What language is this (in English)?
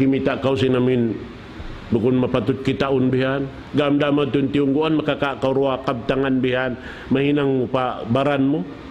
Tausug